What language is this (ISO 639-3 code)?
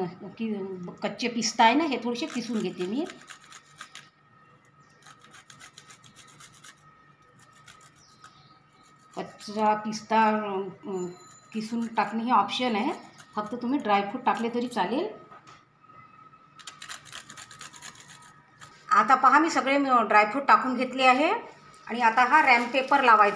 mar